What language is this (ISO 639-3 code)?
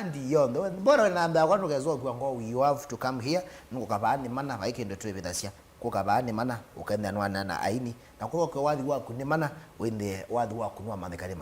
kam